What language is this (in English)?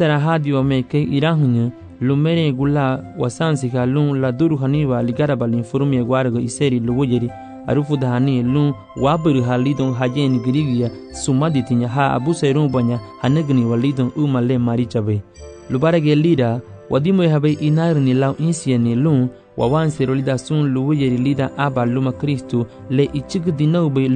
Garifuna